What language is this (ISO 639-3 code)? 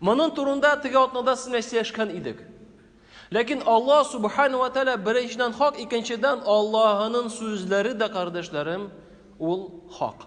tat